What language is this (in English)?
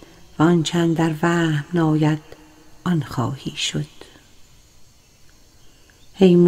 Persian